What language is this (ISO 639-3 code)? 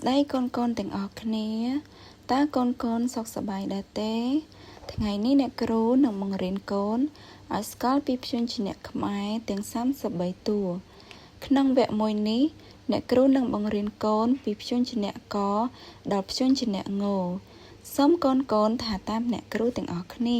khm